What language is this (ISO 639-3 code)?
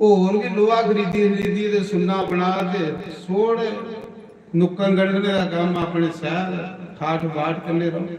doi